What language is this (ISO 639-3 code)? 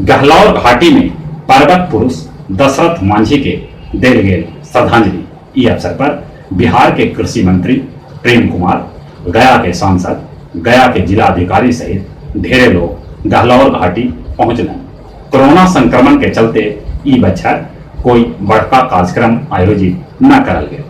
mag